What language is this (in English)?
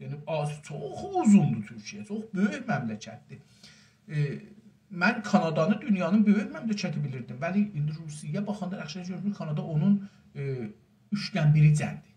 South Azerbaijani